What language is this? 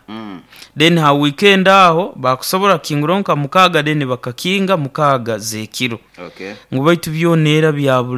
Nyoro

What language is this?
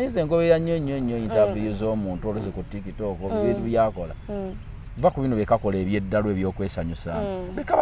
Ganda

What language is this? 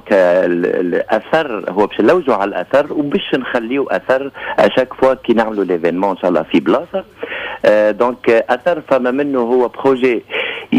Tunisian Arabic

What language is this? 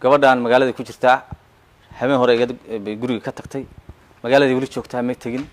Somali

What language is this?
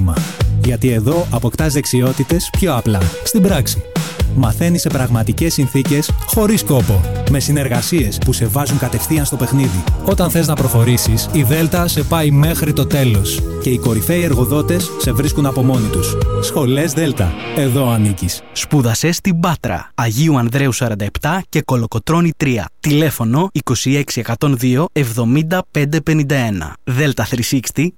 Greek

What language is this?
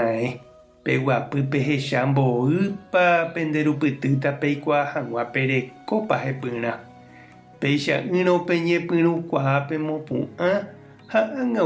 Guarani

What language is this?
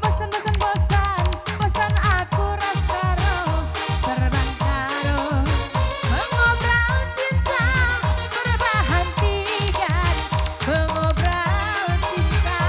Batak Karo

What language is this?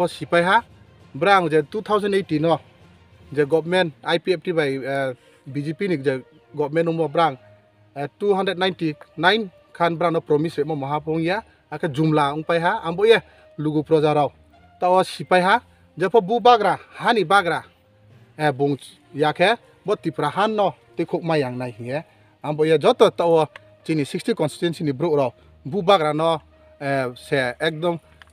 Riang (India)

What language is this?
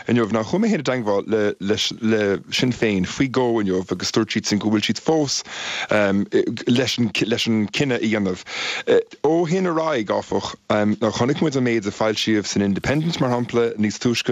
Irish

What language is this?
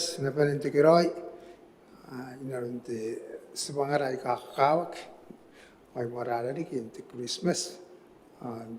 Gilbertese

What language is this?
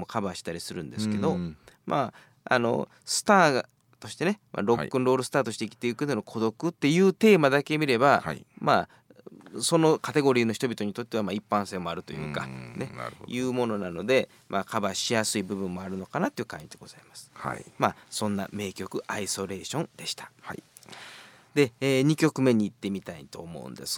Japanese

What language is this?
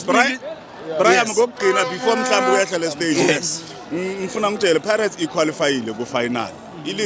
Zulu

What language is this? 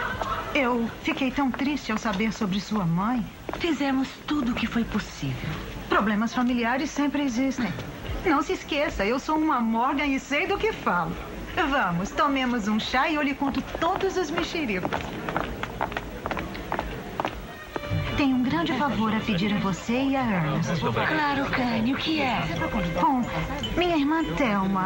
Portuguese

